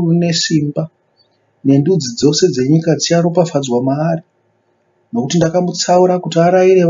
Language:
Shona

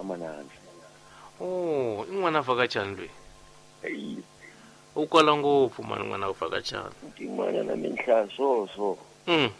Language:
Tsonga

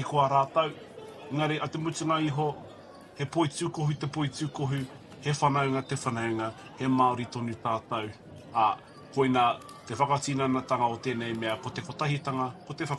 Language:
Māori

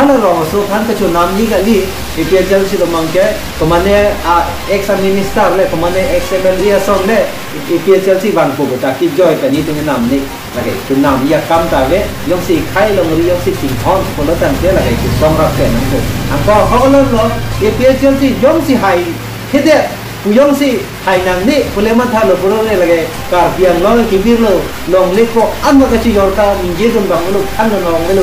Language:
Karbi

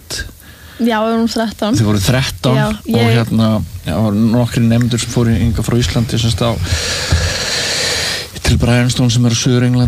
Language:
Icelandic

